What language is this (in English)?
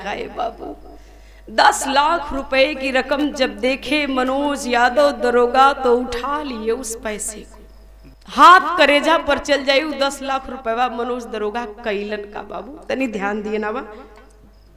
Bhojpuri